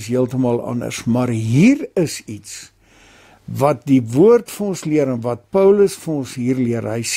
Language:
Afrikaans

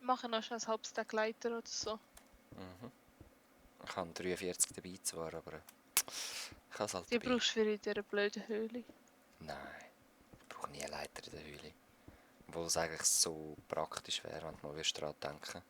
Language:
Swiss German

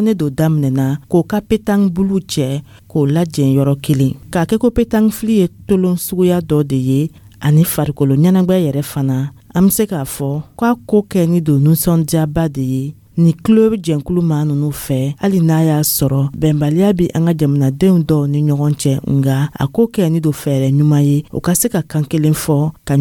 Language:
Dyula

